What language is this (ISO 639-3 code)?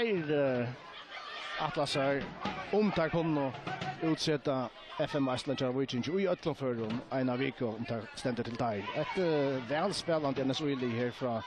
fao